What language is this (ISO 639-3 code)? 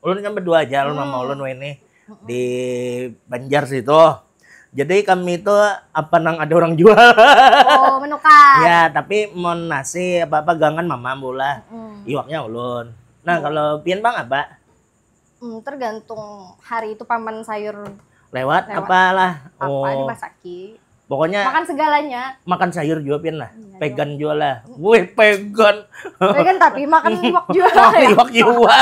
bjn